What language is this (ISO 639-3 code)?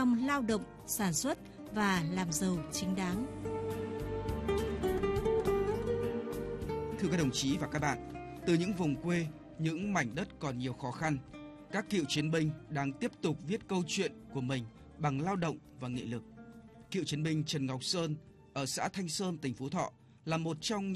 vie